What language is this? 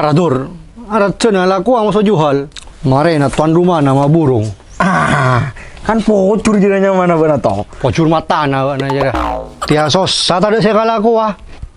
Madurese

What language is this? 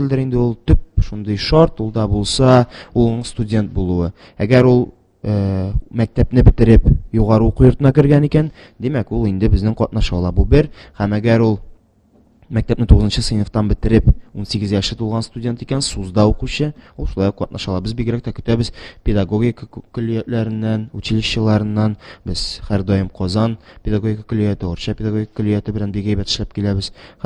Tatar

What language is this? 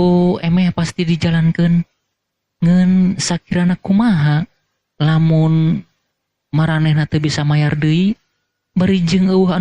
Sundanese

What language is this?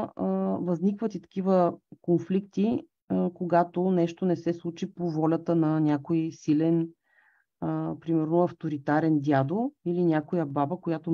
Bulgarian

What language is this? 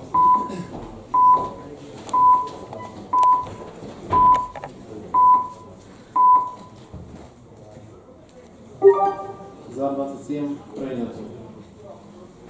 Ukrainian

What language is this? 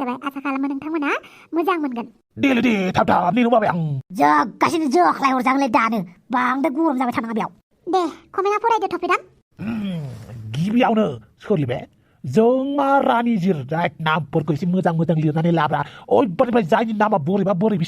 Bodo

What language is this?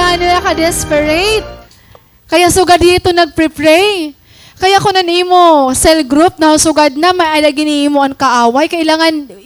Waray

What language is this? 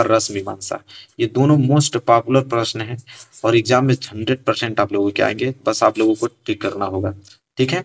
Hindi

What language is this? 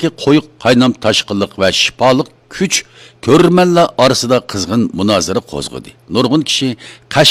Uyghur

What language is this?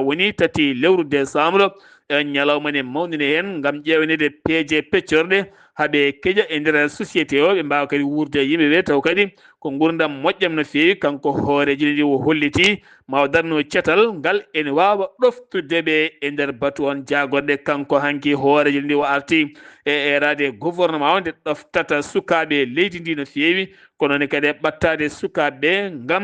Fula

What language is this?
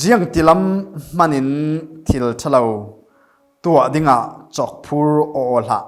Falam Chin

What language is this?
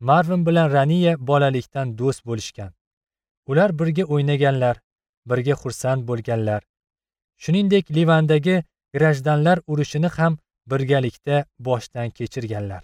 Uzbek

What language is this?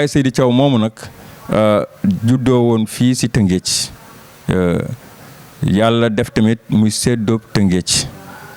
Wolof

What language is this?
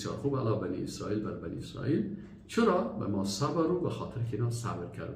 Persian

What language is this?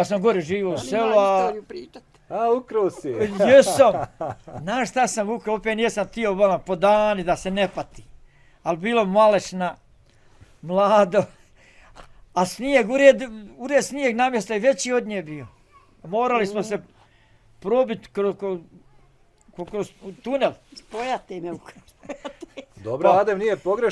Bosnian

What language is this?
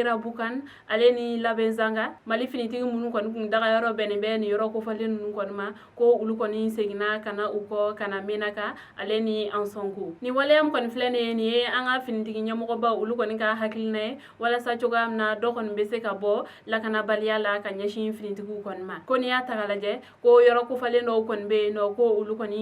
Bambara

